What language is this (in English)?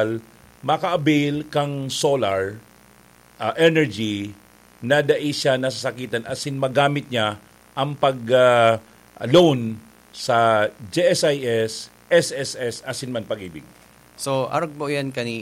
Bikol